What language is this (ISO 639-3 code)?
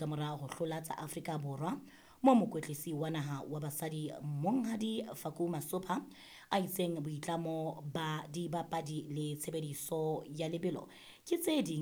sot